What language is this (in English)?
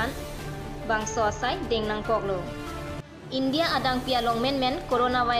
Karbi